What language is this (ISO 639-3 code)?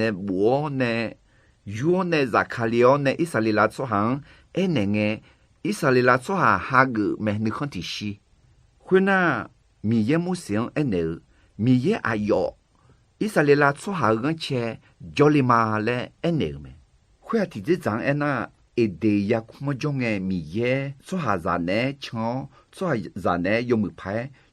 ahk